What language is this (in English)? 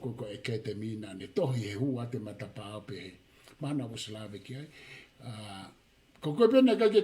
Tongan